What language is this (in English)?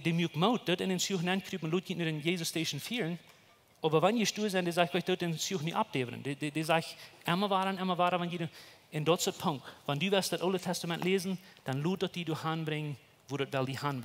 Plautdietsch